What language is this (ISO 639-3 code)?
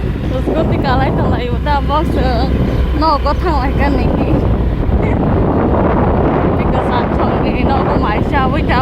trp